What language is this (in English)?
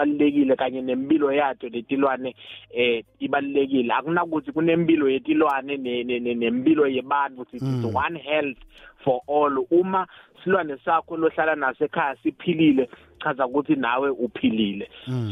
Swati